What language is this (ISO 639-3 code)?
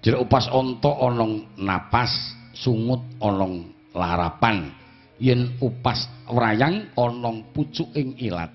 jav